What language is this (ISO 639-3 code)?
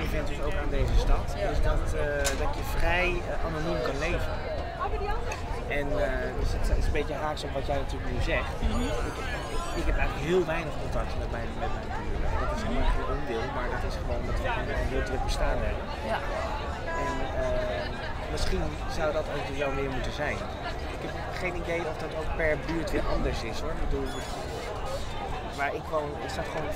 nld